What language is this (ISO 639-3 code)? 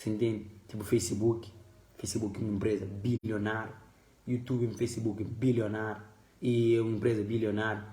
kea